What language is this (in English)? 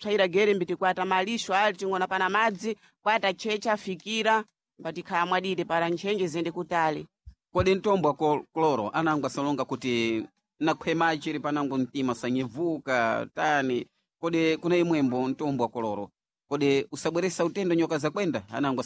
Sena